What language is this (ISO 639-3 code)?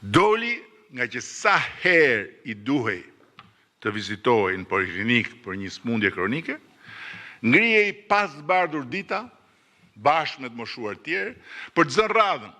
sqi